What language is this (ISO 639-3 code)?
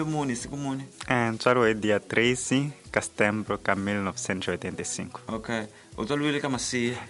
tso